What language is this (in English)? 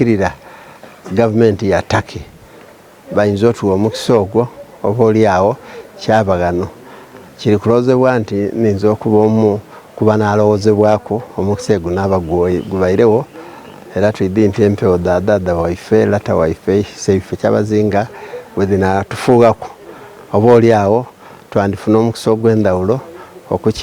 Soga